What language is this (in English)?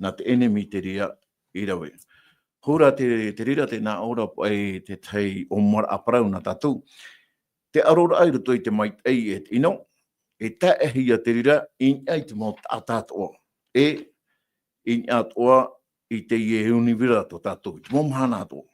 Tahitian